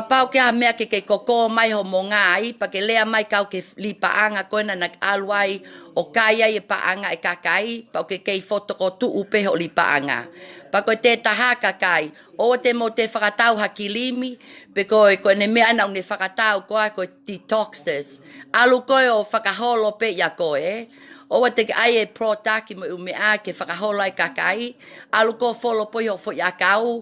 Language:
Tongan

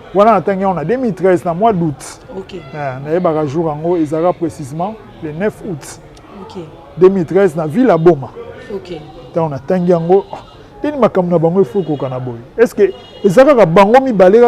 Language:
Lingala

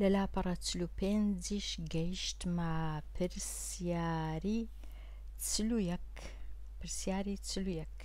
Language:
Central Kurdish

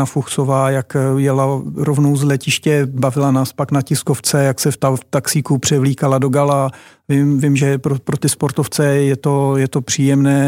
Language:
Czech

